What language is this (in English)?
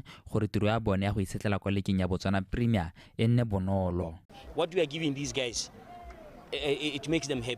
Tswana